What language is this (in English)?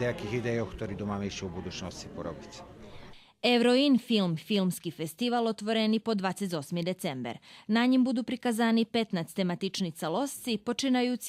Rusyn